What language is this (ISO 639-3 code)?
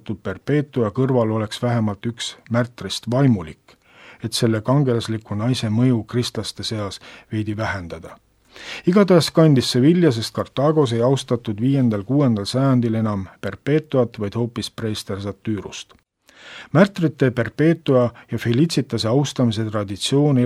est